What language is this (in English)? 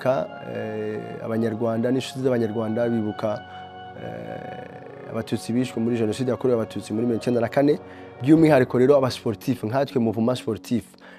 Kinyarwanda